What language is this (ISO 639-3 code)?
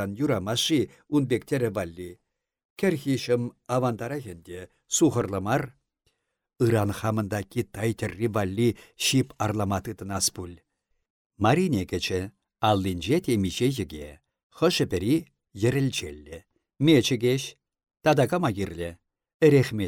chv